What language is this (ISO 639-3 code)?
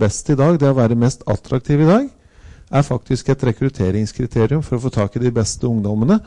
nor